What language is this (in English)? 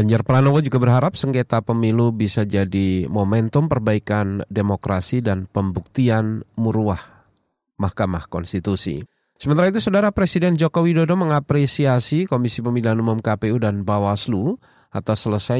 Indonesian